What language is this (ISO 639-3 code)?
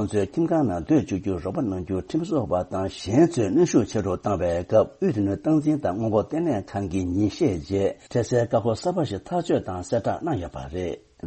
bod